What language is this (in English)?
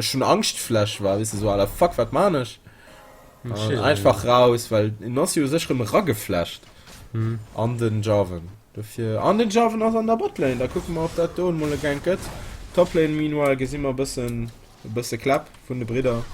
Luxembourgish